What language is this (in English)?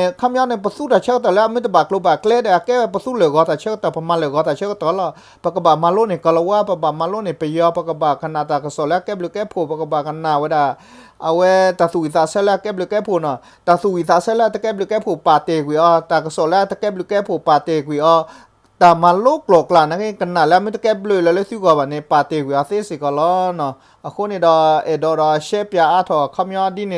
S'gaw Karen